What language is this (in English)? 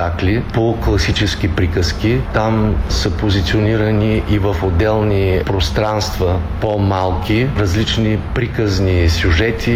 Bulgarian